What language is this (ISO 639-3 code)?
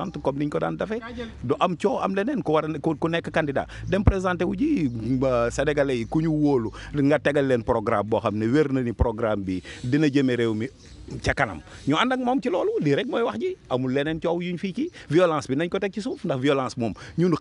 wol